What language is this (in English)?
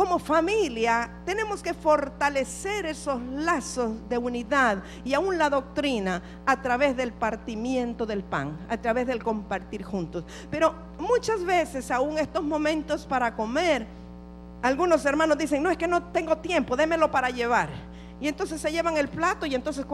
Spanish